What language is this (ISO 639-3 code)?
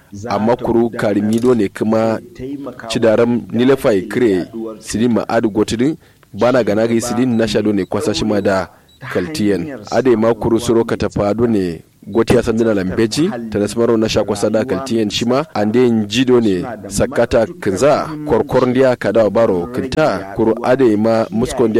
kau